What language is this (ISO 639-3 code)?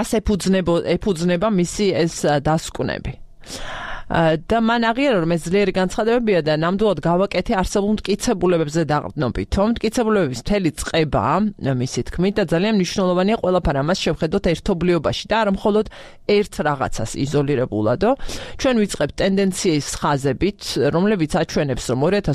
kat